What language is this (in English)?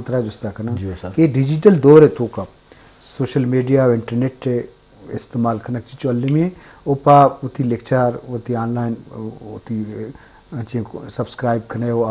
Baluchi